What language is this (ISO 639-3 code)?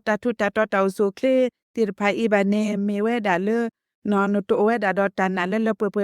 ksw